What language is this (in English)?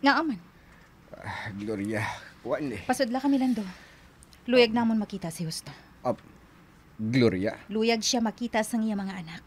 Hiligaynon